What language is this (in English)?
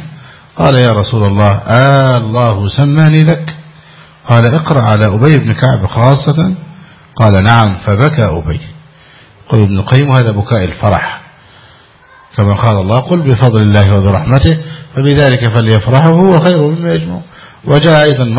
Arabic